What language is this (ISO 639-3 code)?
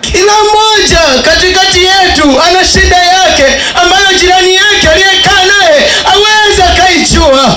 swa